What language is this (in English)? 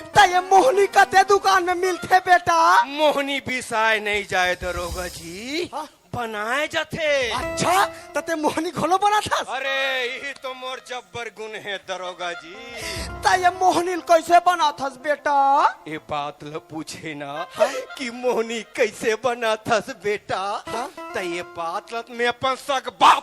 Chhattisgarhi